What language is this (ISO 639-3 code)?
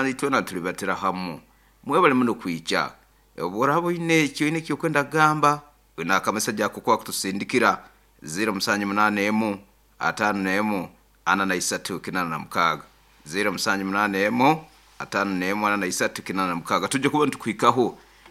nyo